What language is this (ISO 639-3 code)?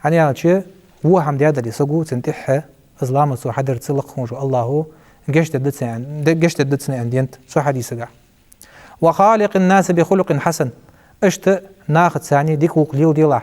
inh